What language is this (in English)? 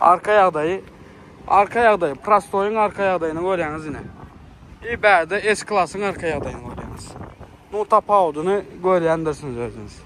Turkmen